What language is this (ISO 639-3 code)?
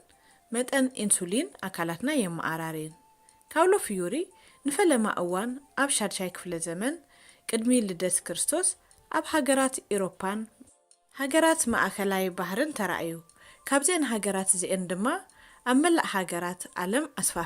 tir